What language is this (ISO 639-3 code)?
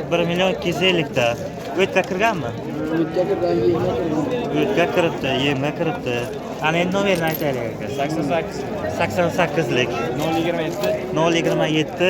uzb